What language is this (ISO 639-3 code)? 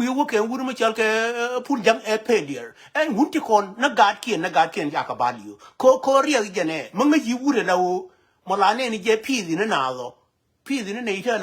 nus